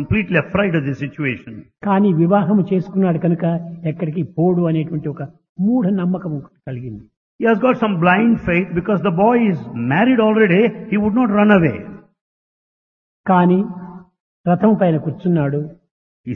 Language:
Telugu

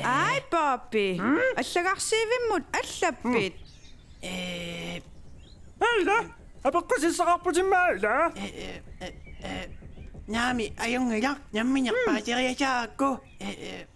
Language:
Kalaallisut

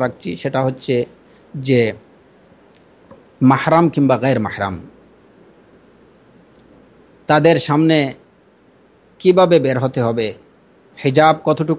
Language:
Bangla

